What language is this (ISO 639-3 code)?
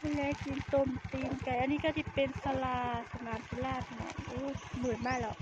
tts